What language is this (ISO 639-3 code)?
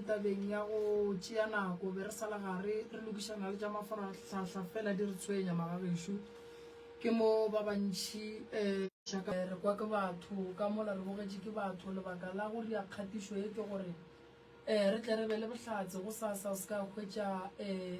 nso